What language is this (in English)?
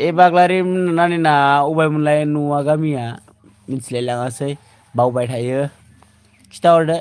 Bodo